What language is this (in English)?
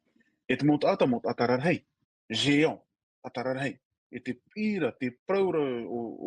Tahitian